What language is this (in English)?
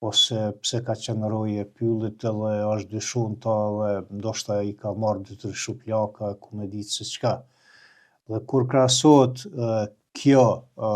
Albanian